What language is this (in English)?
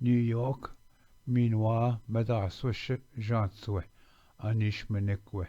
Chippewa